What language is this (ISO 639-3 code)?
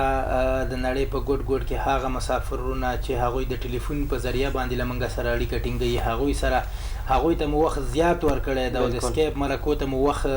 pus